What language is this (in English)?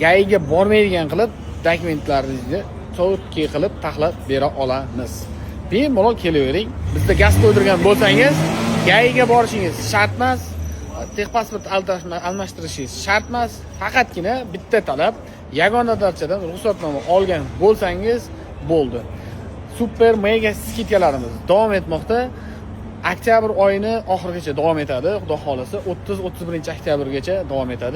Uzbek